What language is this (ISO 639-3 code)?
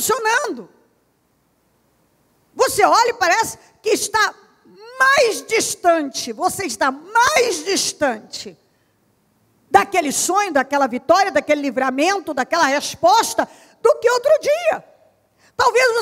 por